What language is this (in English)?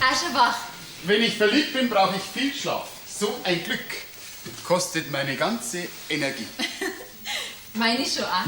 Bavarian